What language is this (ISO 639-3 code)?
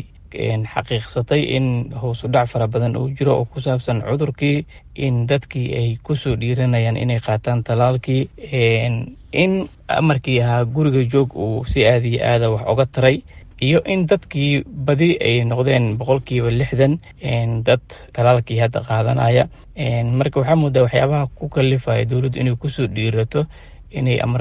som